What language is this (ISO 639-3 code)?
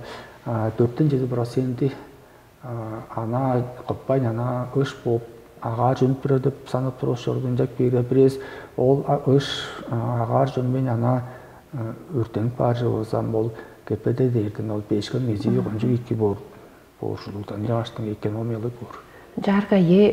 tyv